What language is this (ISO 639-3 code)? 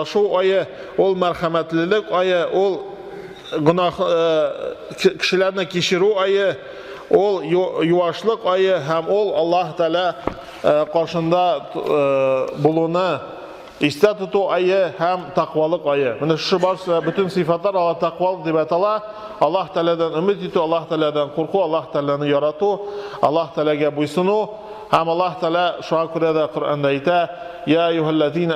tat